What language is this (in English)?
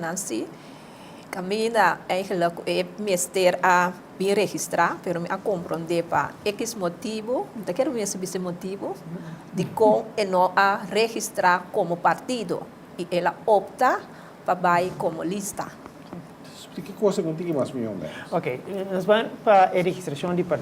Papiamento